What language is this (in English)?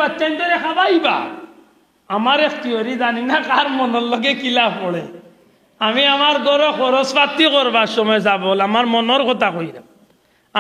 Sylheti